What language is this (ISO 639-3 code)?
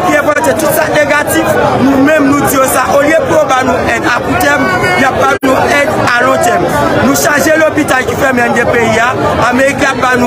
hat